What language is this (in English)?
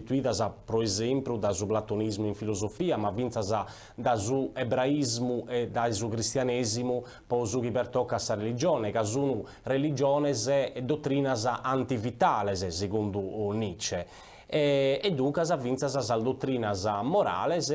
Sardinian